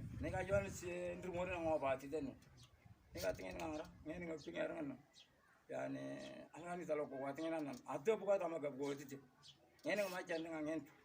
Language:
Moro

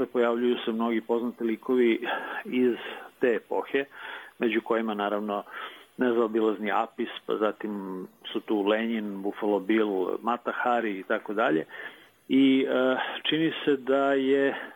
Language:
Serbian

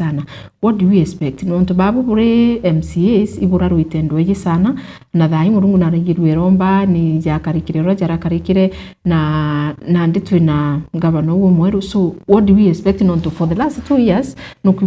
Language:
Meru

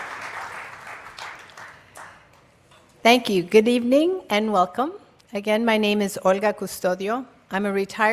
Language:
English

